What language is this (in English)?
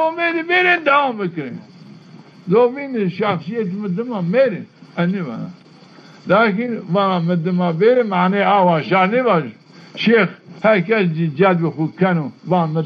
Zaza